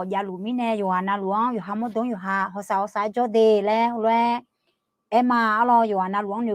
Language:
Akha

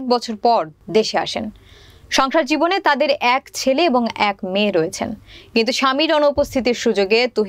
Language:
Bangla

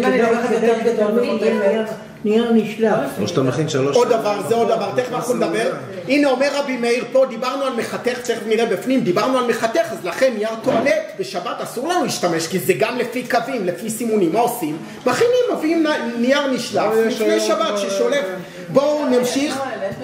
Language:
Hebrew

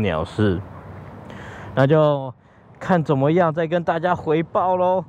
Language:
Chinese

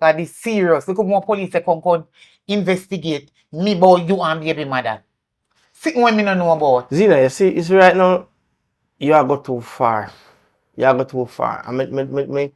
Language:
Jamaican Creole English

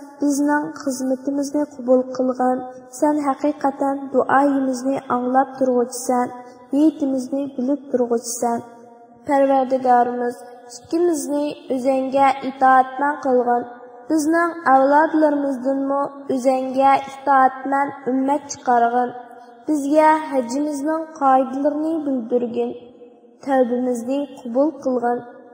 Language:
Uyghur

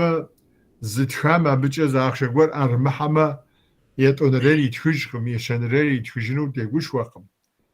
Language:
Kabardian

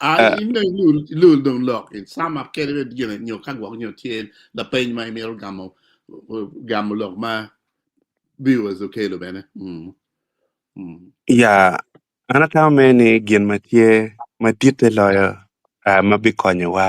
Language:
Acoli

